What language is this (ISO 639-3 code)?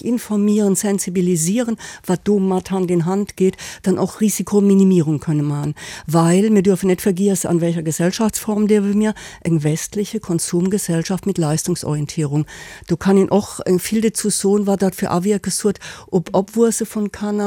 ltz